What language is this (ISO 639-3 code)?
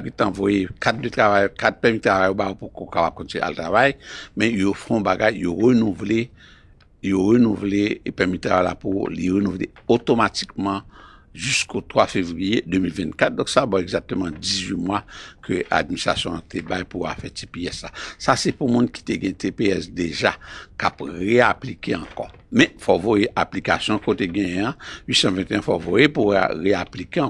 hat